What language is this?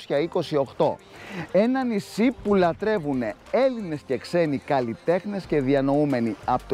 Greek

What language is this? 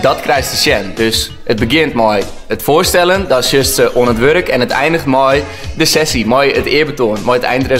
Western Frisian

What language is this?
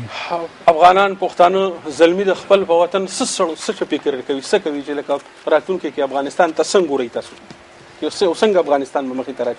Pashto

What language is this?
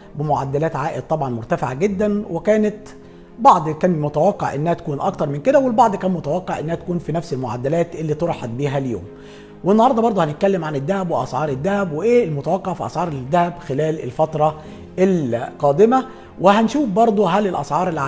Egyptian Arabic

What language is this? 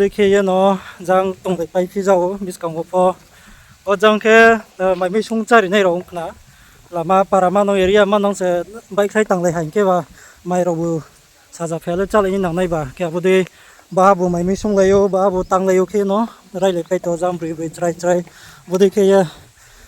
Riang (India)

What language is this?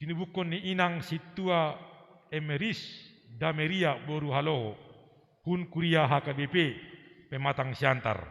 Batak Simalungun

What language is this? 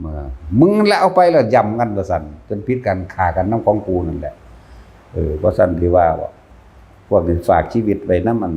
Northeastern Thai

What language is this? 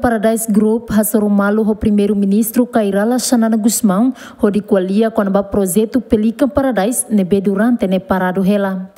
Tetum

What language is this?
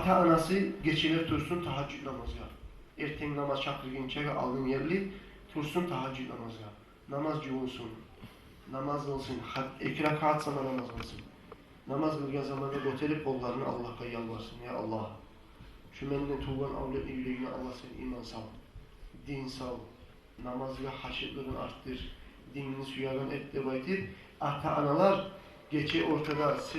Kumyk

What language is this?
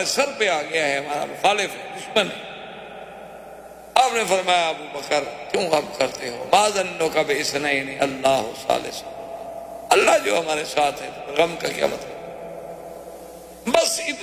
Urdu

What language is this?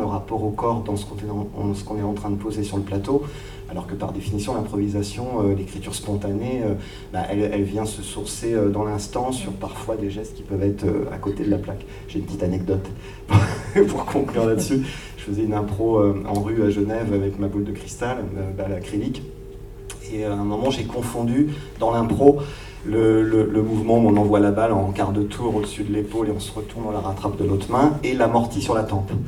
French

